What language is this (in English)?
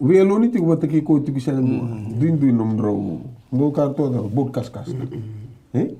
Fijian